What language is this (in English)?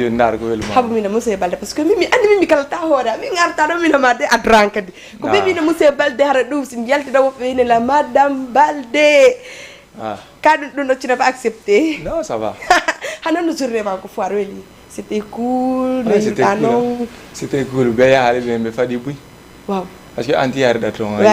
Fula